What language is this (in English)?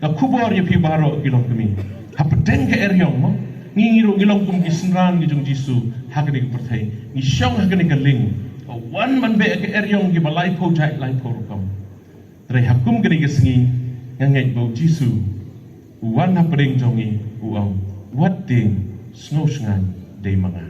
Khasi